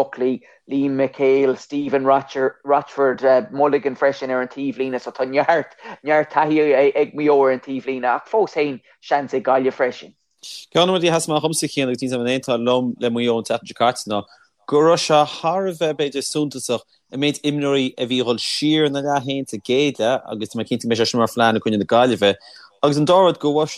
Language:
Irish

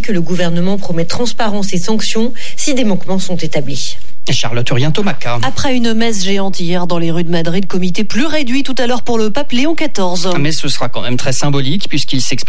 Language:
French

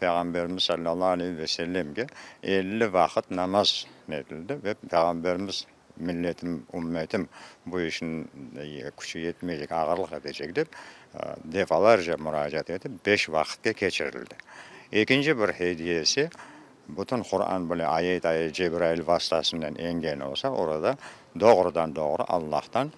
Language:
Crimean Tatar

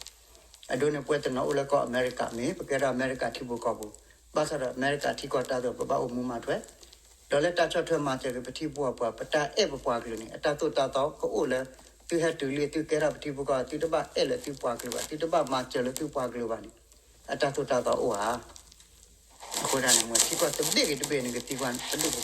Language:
S'gaw Karen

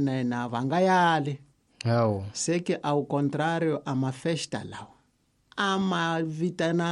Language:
Tsonga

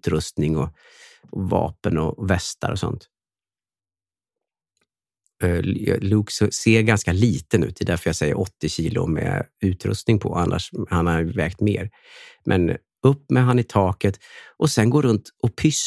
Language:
Swedish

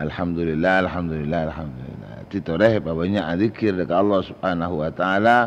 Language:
Madurese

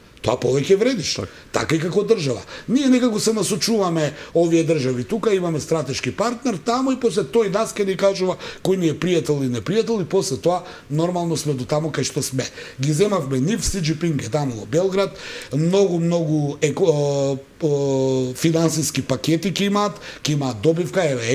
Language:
Macedonian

